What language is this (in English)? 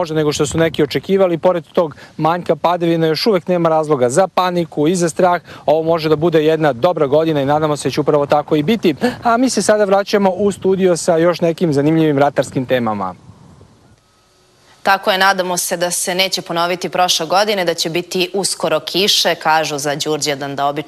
Serbian